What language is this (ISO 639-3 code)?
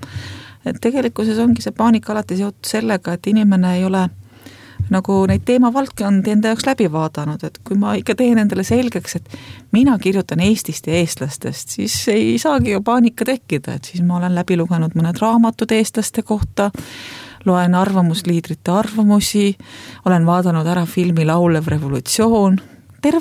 est